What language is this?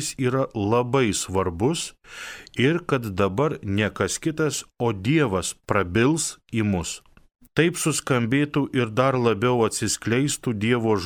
Lithuanian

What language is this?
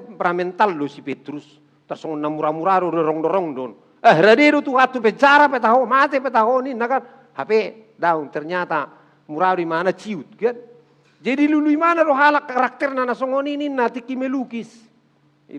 Batak Toba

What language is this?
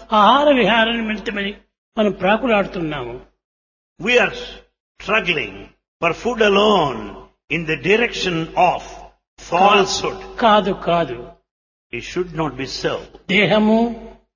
Telugu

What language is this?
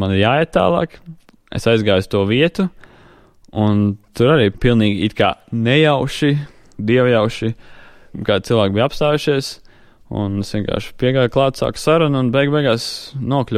Latvian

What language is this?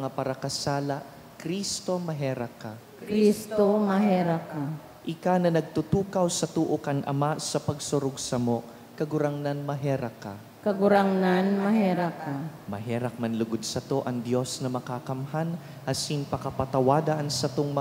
Bikol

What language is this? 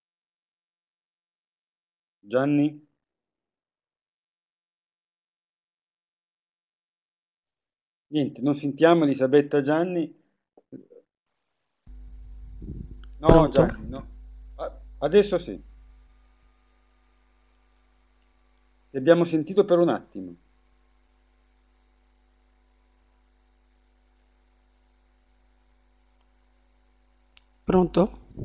Italian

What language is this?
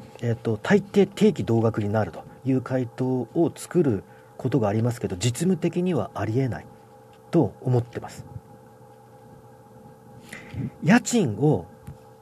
Japanese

